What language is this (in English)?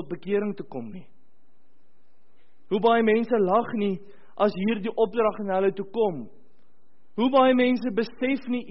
Afrikaans